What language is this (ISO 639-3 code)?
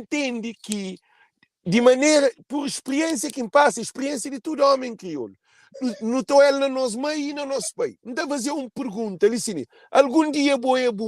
kea